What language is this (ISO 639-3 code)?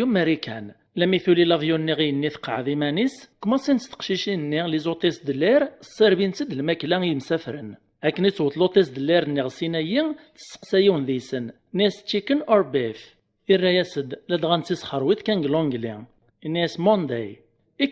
kab